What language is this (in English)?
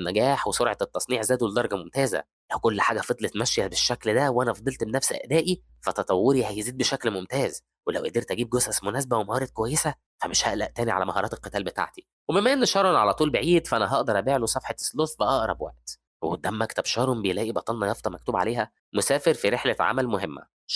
Egyptian Arabic